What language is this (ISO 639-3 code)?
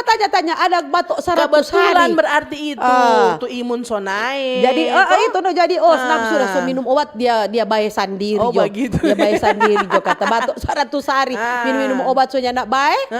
xmm